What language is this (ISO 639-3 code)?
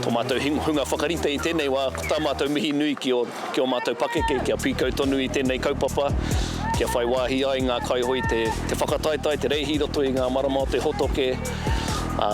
mri